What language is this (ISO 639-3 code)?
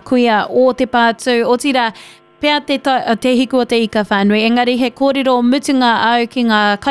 mri